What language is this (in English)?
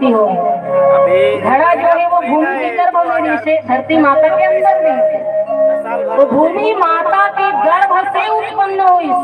Chhattisgarhi